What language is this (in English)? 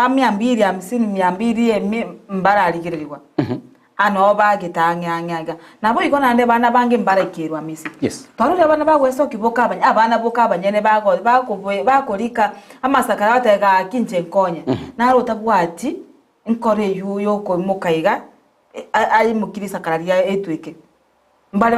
Gusii